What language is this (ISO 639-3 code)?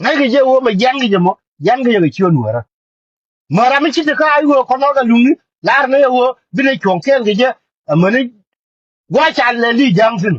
nus